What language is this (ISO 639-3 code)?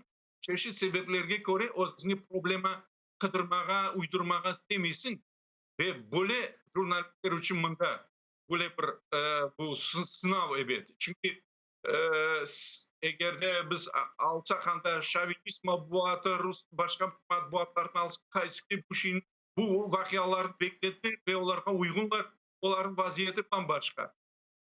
crh